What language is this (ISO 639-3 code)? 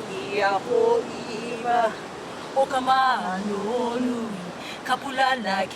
haw